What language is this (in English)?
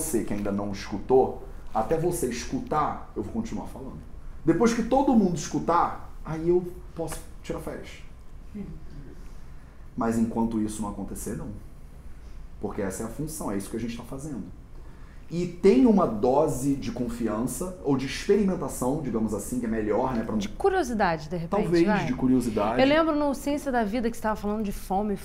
Portuguese